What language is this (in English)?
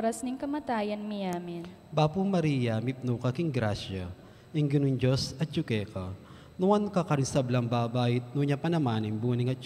Pampanga